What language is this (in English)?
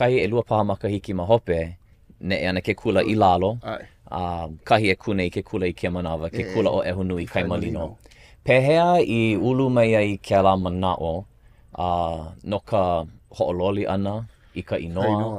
Hawaiian